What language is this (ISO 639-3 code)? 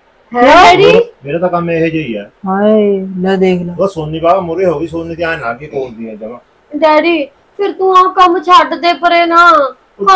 pan